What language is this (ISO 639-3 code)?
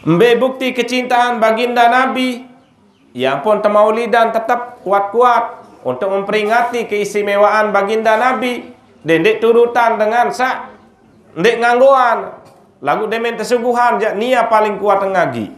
sas